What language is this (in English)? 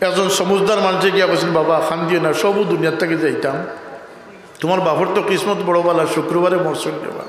Sylheti